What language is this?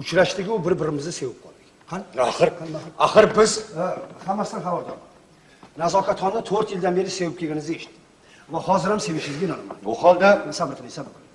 Uzbek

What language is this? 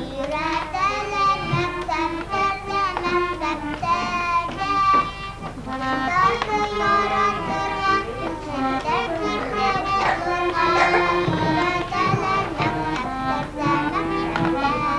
Bashkir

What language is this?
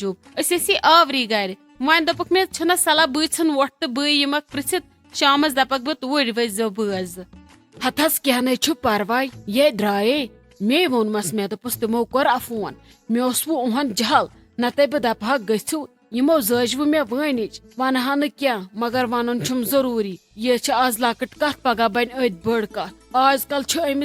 Kashmiri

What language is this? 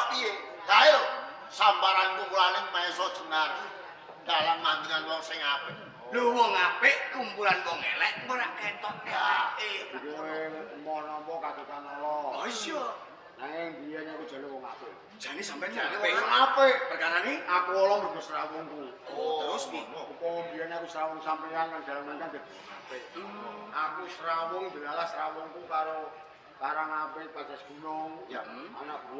Javanese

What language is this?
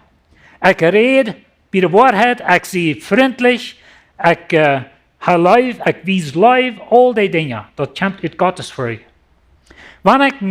Plautdietsch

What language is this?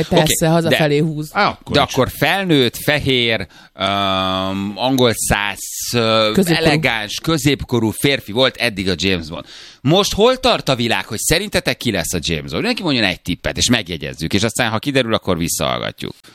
Hungarian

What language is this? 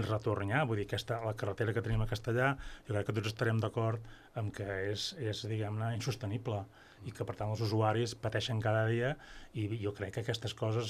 Catalan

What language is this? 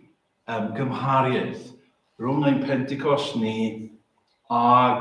Welsh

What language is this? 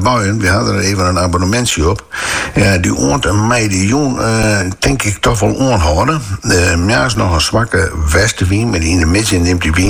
Dutch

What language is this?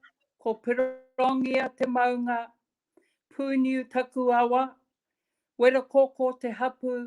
Māori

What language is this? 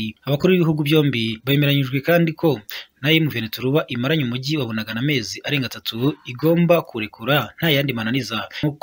Kinyarwanda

